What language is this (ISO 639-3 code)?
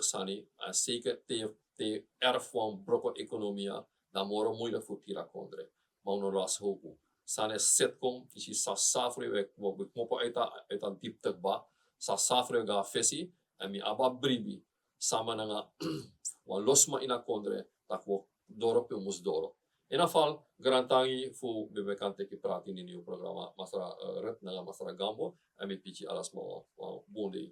srn